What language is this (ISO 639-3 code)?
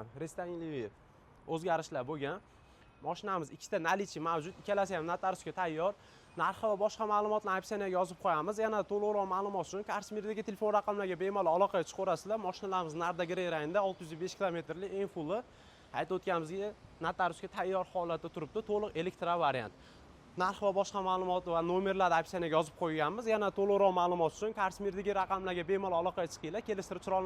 uzb